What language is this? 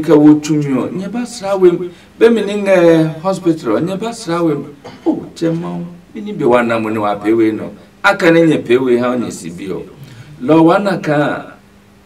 Adangme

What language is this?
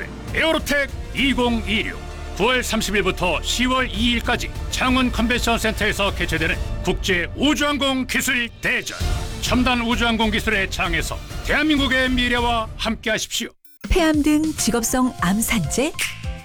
Korean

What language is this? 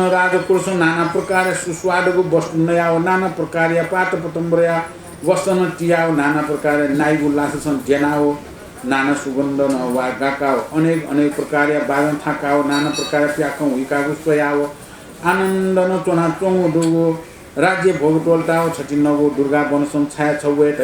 Newari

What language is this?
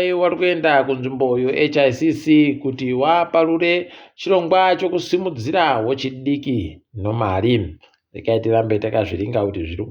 Ndau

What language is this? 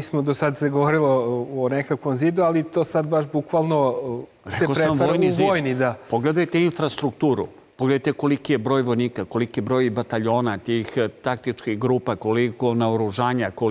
Serbian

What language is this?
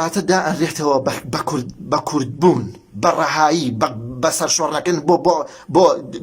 Central Kurdish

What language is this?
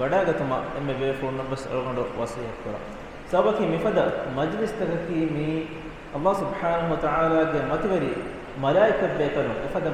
Divehi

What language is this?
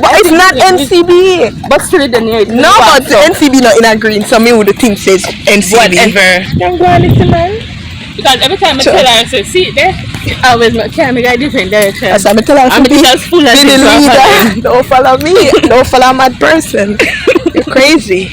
Jamaican Creole English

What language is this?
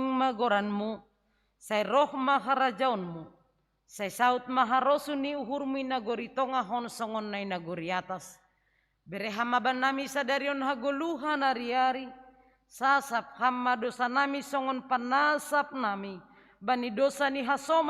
Batak Simalungun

